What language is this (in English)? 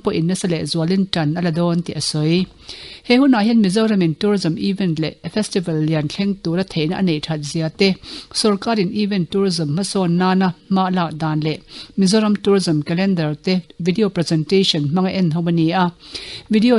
Mizo